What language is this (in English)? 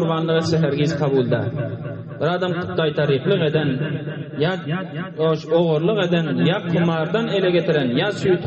Turkmen